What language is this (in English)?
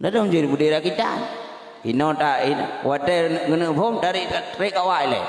Achinese